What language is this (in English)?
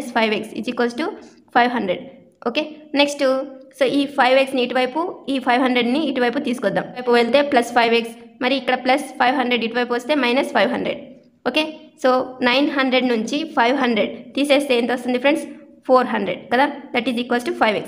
Telugu